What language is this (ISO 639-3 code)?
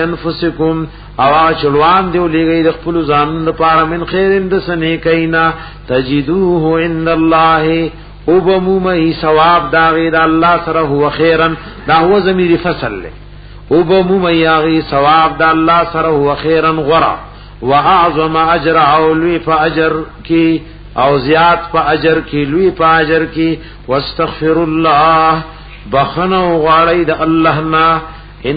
pus